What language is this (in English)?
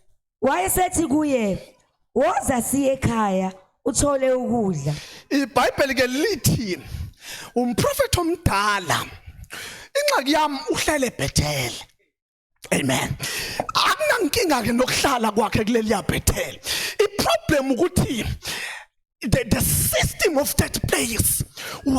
Zulu